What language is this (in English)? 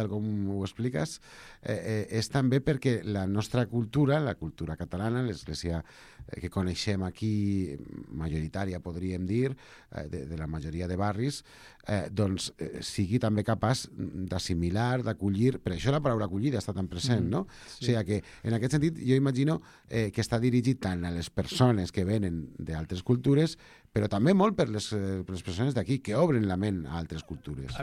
Catalan